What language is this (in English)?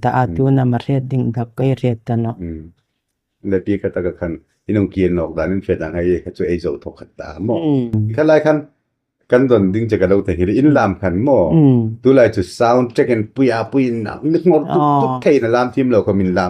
Hmar